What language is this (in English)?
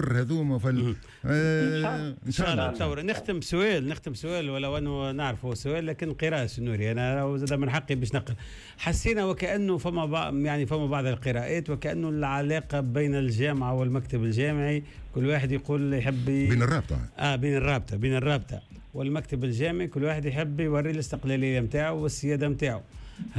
Tunisian Arabic